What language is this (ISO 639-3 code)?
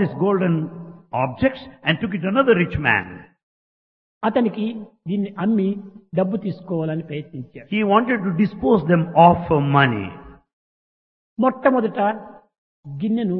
tel